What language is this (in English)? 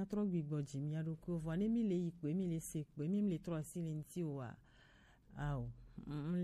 Gen